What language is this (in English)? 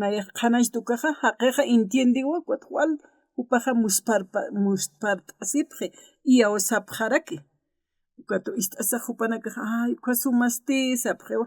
Aymara